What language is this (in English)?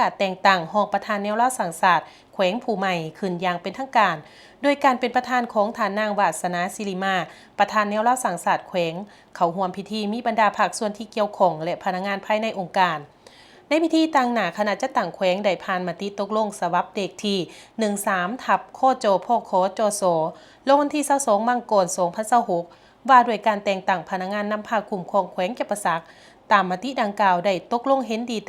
Lao